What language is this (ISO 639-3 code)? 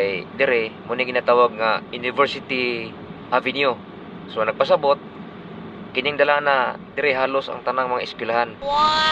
ceb